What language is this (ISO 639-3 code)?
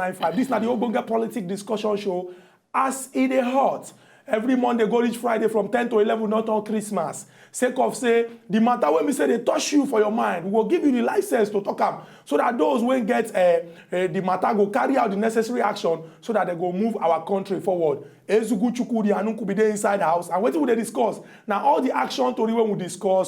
pcm